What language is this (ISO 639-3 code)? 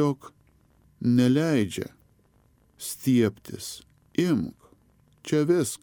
lit